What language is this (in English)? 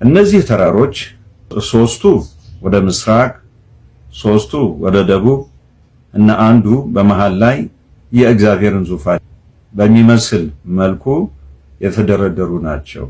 Amharic